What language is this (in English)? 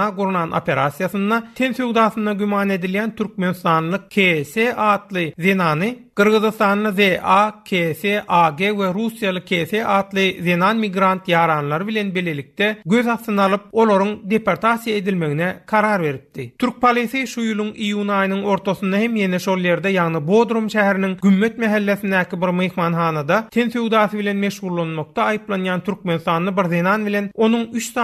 Turkmen